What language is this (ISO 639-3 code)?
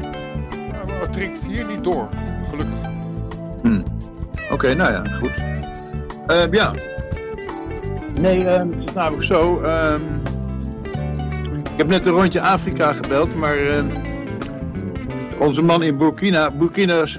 nld